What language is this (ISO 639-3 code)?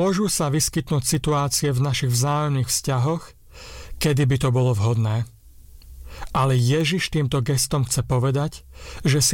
slk